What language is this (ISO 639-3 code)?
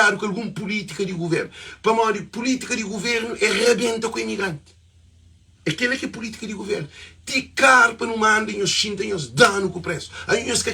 kea